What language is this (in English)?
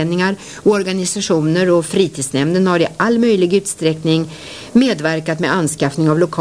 Swedish